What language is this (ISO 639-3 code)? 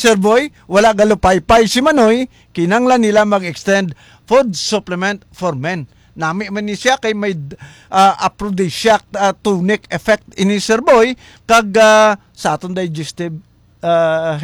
hil